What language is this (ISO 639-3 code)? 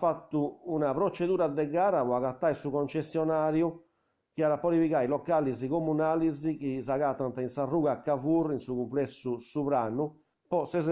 srd